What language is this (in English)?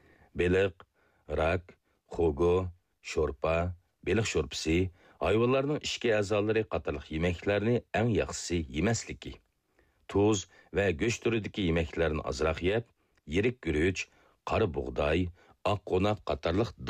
Uyghur